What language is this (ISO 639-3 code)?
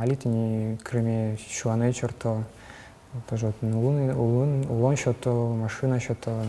udm